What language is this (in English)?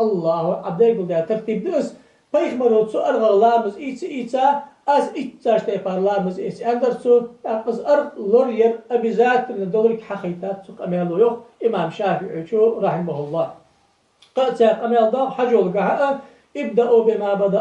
Ingush